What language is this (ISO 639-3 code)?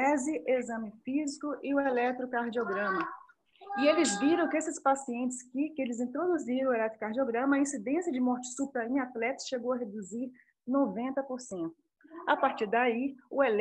por